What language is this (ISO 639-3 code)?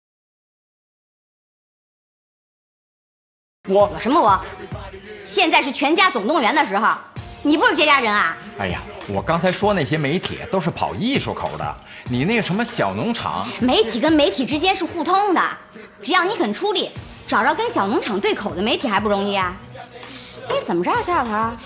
zho